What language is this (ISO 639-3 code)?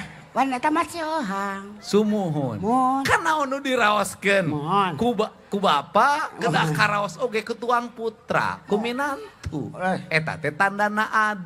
sun